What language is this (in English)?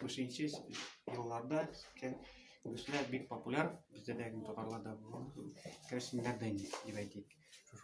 Tatar